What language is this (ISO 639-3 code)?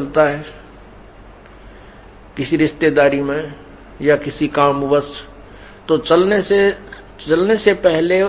hin